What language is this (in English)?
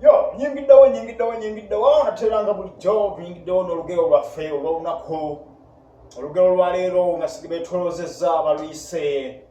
Ganda